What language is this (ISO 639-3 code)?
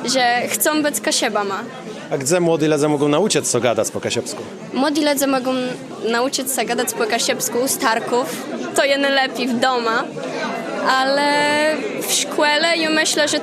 csb